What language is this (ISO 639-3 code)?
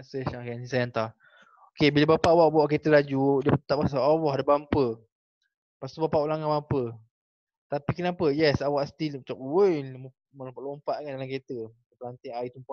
msa